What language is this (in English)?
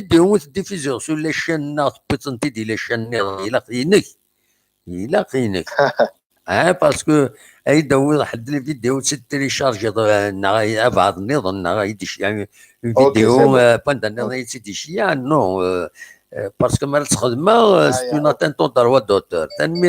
Kabyle